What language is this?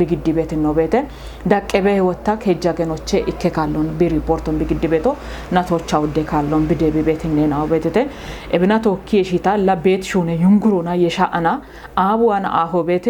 Kafa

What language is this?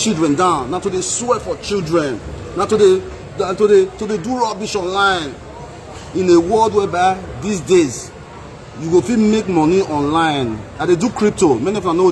Nigerian Pidgin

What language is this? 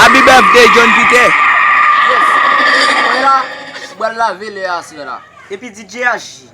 Haitian Creole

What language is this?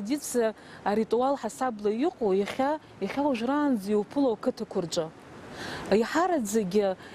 Abkhazian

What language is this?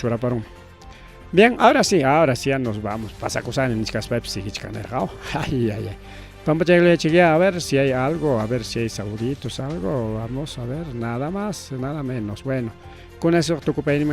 Ayacucho Quechua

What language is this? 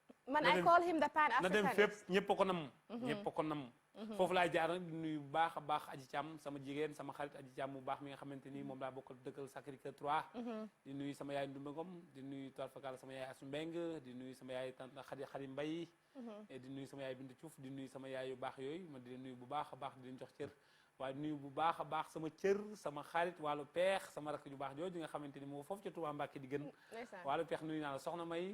Wolof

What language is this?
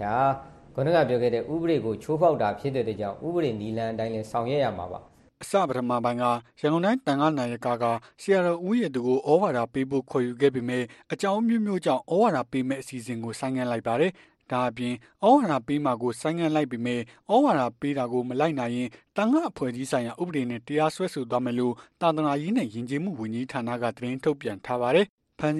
Burmese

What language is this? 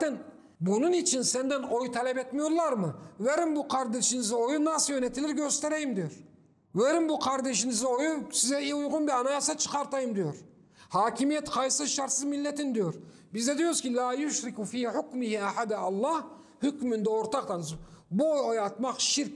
Turkish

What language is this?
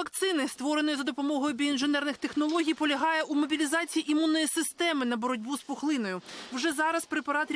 Ukrainian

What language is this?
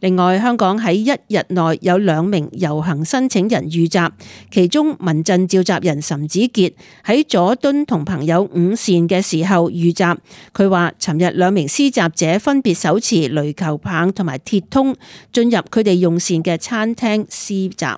Cantonese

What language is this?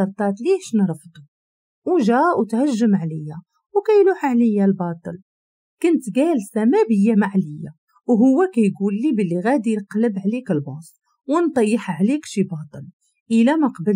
Moroccan Arabic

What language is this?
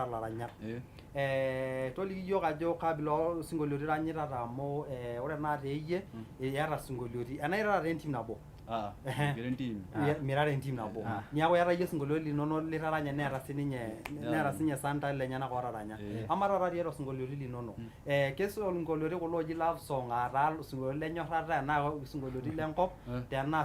Masai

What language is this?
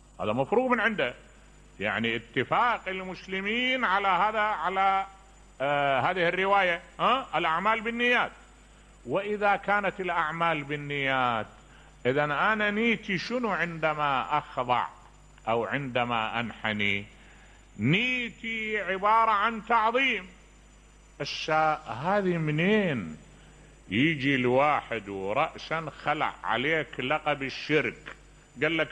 Mesopotamian Arabic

